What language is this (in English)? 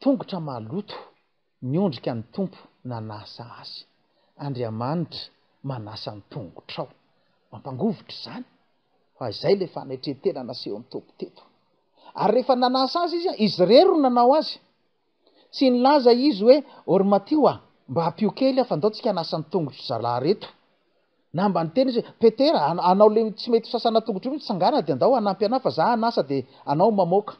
Malagasy